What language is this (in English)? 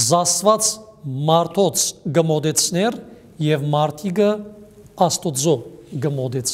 Western Armenian